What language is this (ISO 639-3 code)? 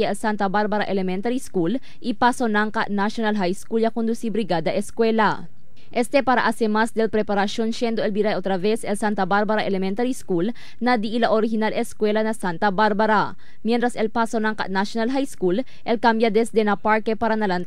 cbk